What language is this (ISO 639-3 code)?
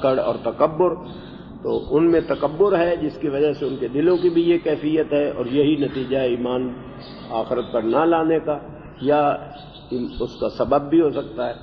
urd